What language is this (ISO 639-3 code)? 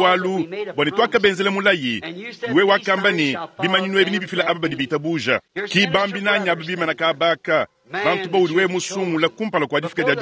lua